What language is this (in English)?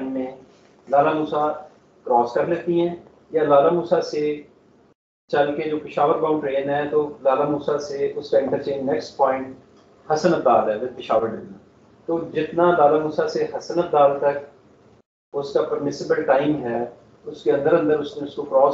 Hindi